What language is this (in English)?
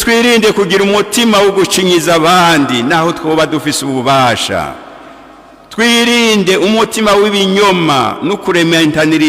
Rundi